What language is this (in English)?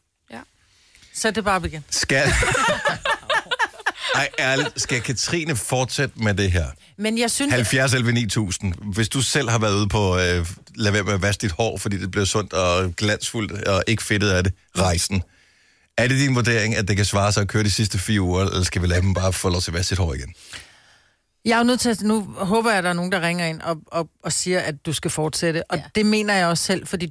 Danish